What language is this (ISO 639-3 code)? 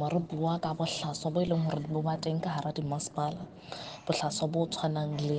sot